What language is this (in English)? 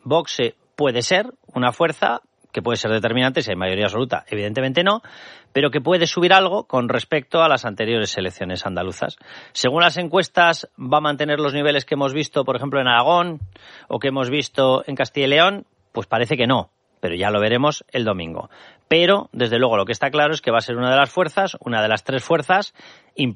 Spanish